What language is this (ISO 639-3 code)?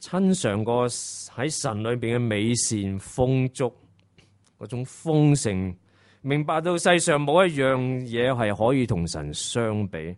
yue